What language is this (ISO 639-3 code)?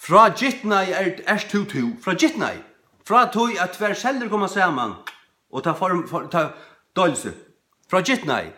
fao